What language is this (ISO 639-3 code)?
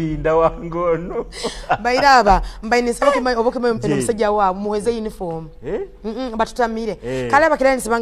ttj